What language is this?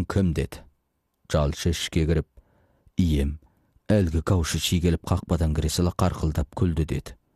Kazakh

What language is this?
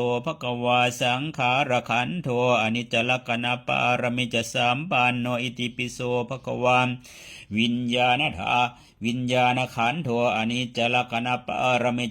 Pali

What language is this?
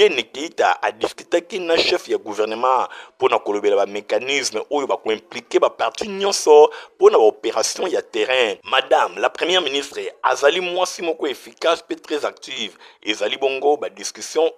Lingala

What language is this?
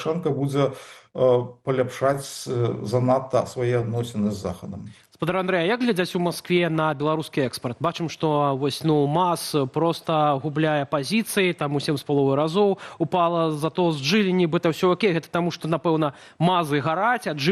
Belarusian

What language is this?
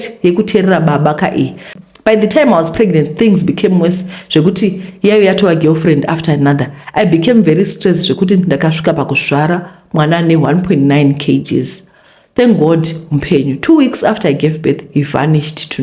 Shona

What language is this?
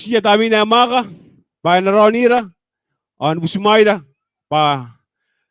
Gilbertese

